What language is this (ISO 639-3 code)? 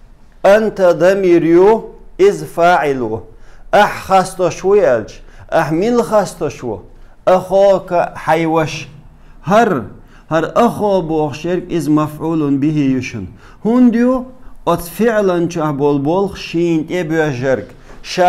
che